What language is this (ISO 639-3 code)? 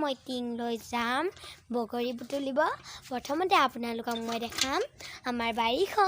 asm